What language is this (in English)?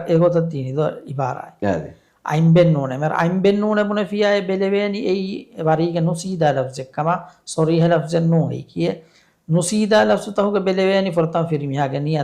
Divehi